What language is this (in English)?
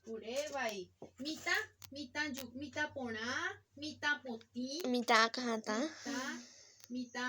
Guarani